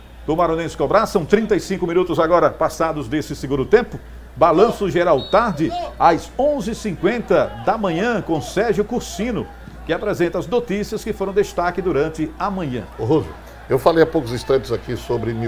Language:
Portuguese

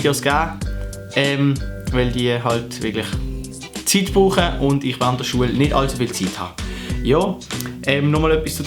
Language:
Swiss German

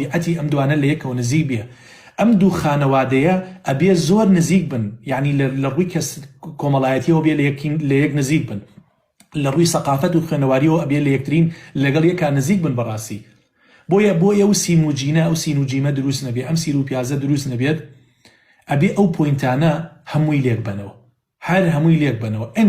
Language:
Central Kurdish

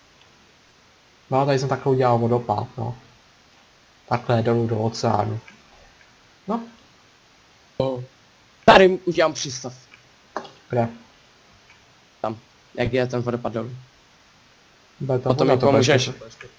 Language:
Czech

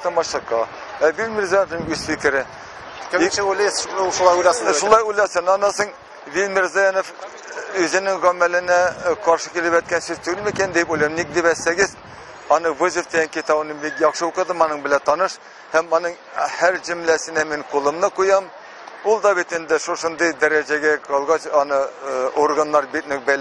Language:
Tatar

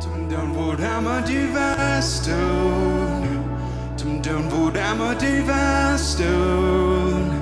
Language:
Plautdietsch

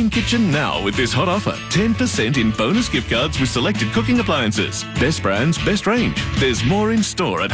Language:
English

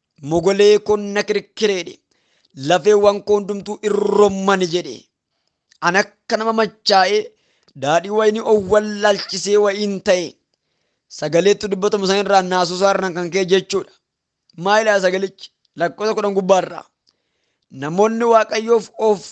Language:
Oromo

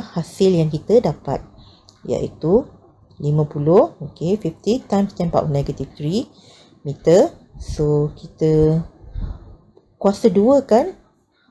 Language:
Malay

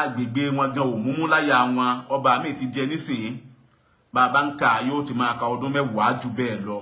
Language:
Yoruba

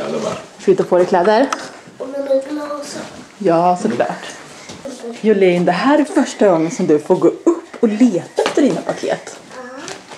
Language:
Swedish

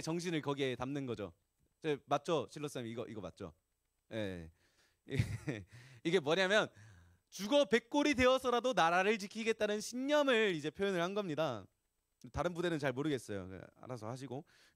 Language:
Korean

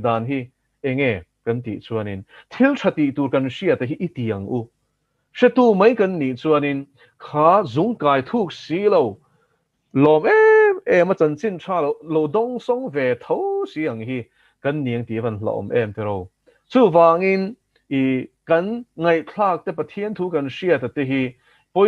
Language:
Mizo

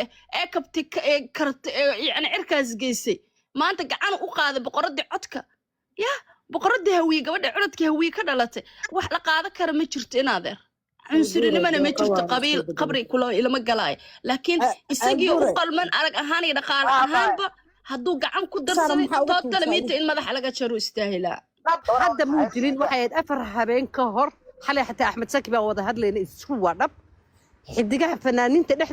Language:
Somali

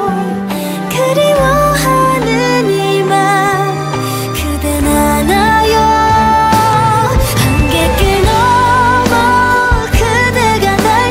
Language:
Korean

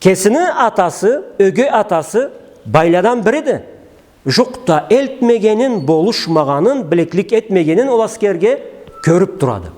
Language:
Karachay-Balkar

